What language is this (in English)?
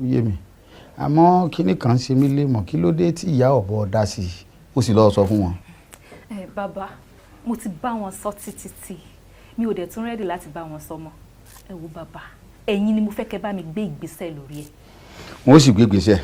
Yoruba